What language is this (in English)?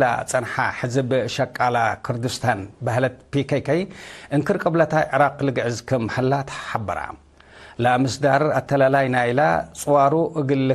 Tigre